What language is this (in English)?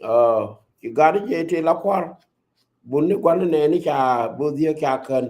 Nuer